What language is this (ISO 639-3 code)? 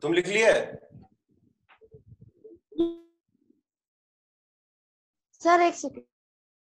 hin